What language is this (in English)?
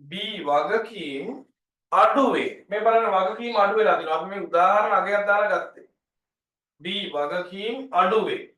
Sinhala